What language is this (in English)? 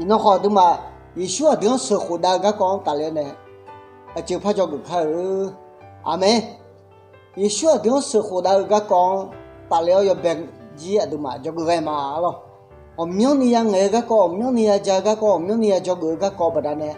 Akha